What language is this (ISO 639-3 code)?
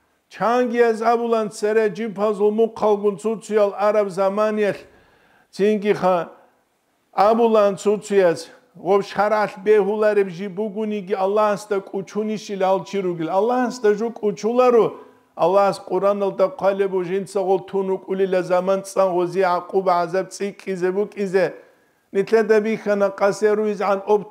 ava